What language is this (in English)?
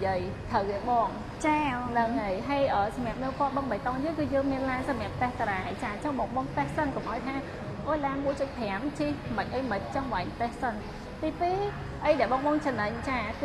Khmer